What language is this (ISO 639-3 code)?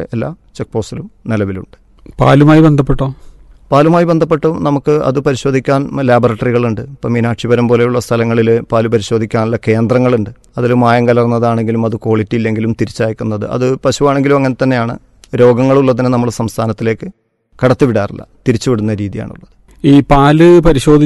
mal